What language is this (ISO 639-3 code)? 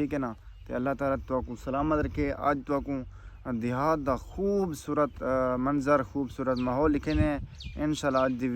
skr